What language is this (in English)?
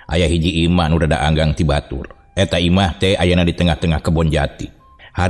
Sundanese